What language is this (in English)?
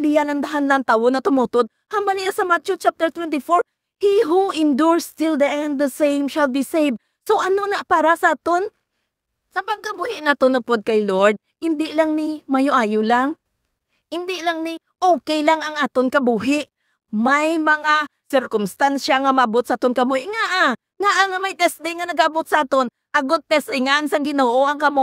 Hiligaynon